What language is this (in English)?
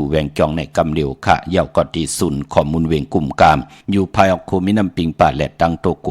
Shan